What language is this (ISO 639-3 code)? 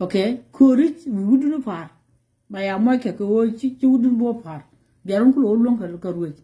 nus